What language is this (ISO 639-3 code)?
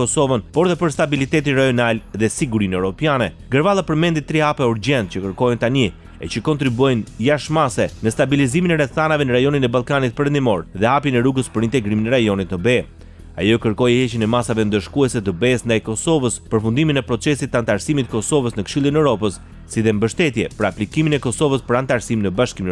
sqi